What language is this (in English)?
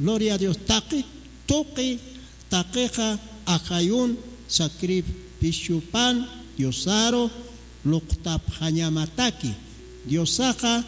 Aymara